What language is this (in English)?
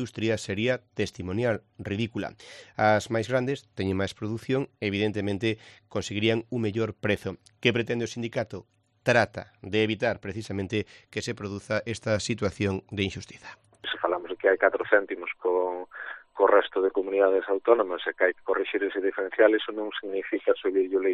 Galician